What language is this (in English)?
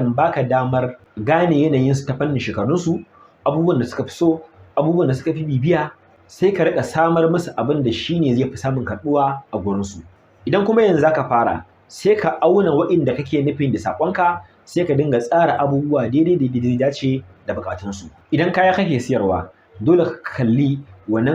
Hausa